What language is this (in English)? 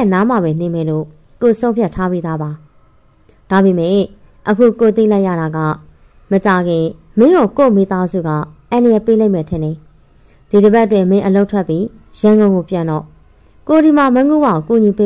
Burmese